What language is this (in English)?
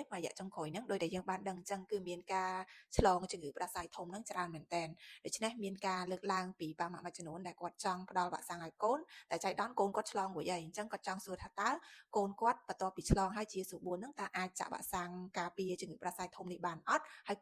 Khmer